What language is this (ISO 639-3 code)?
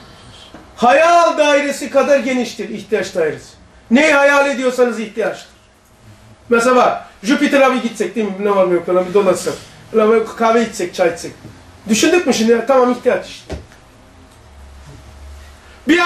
tur